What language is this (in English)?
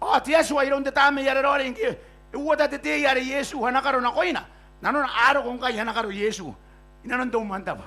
Gilbertese